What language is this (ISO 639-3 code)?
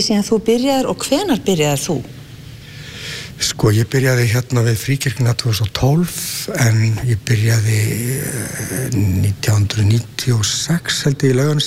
isl